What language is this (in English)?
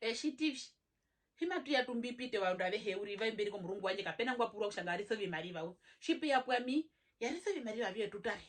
Herero